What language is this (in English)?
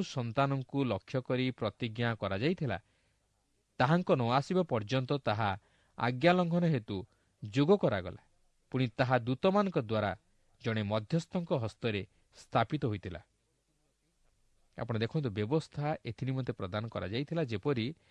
Odia